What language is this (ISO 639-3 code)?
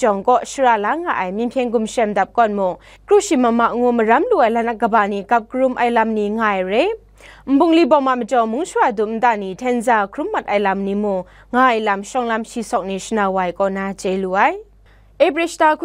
kac